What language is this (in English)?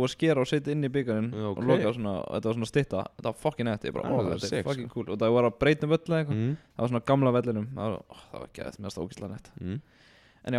Icelandic